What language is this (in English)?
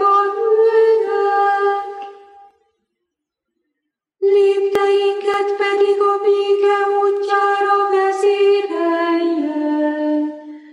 Hungarian